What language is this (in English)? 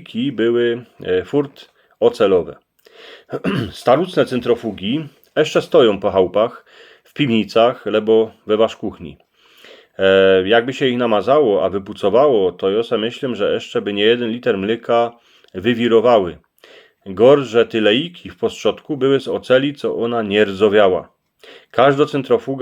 Silesian